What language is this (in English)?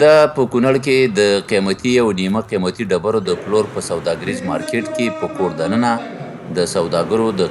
Pashto